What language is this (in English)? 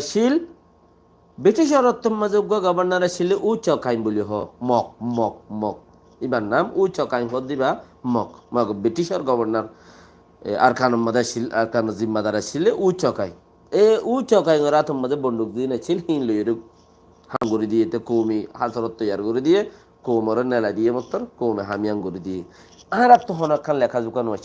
Rohingya